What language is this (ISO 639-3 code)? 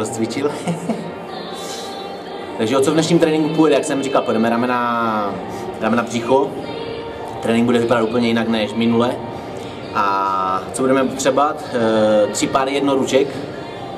ces